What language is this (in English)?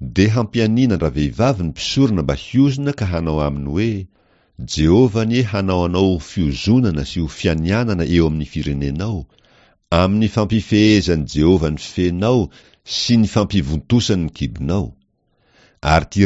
Malagasy